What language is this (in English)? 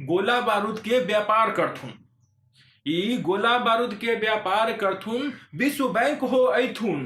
Magahi